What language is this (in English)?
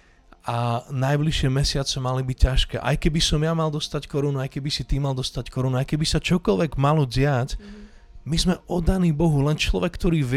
Slovak